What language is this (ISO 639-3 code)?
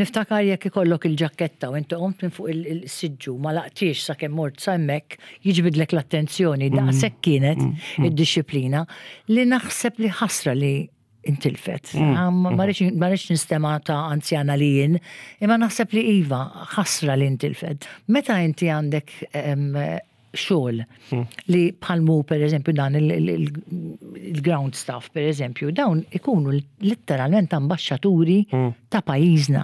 mlt